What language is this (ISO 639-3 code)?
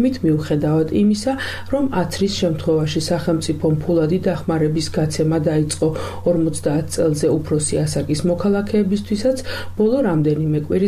kat